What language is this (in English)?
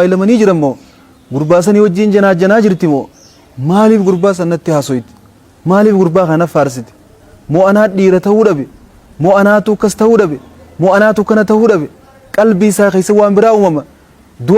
Oromo